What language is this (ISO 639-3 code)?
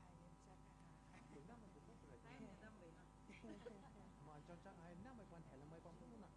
pmx